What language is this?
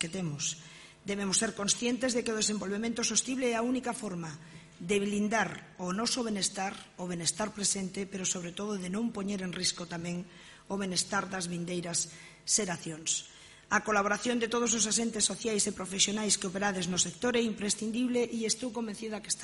Galician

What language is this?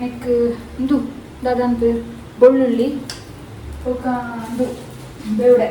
Tulu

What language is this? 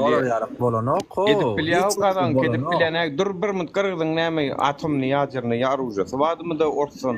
Turkmen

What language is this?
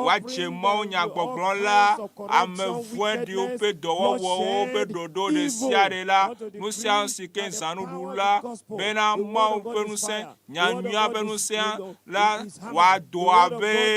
Ewe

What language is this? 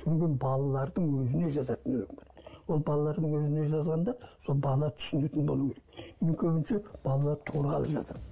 Kazakh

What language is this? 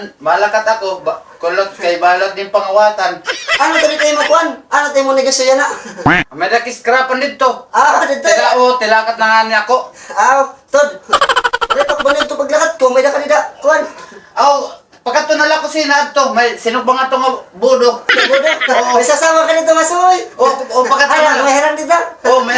Waray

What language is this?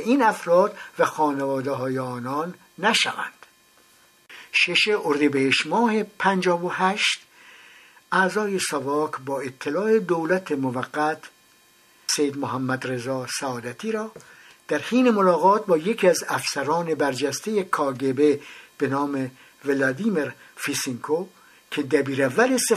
Persian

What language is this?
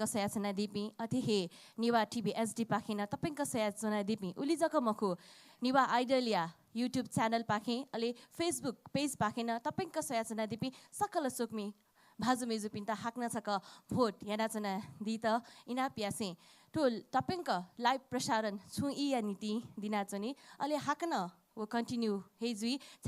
Newari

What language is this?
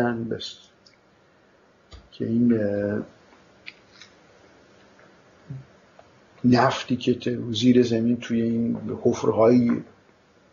Persian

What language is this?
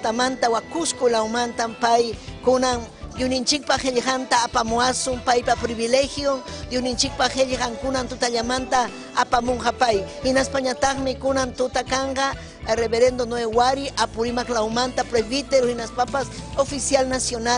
Ayacucho Quechua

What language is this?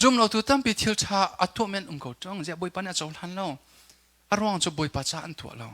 Hakha Chin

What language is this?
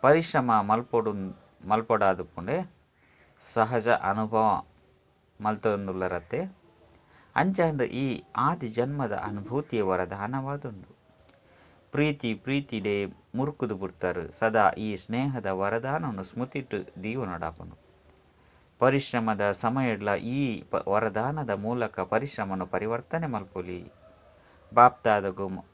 Tulu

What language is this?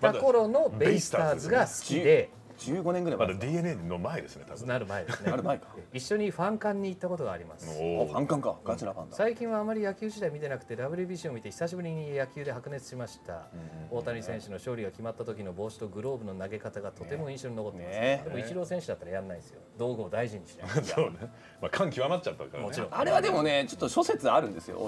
Japanese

